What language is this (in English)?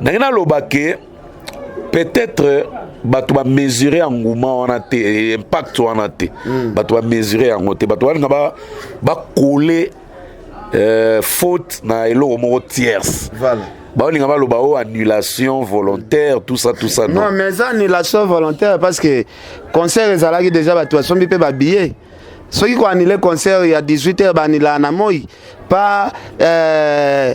Lingala